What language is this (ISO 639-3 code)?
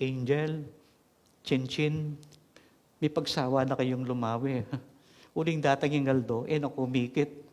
pam